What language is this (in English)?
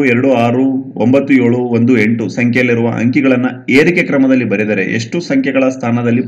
Kannada